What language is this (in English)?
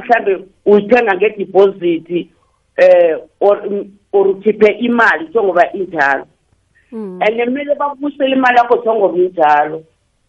South Ndebele